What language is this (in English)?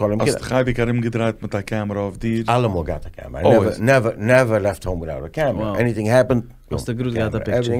Yiddish